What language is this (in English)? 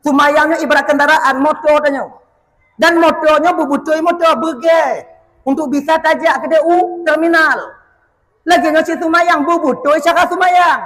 Achinese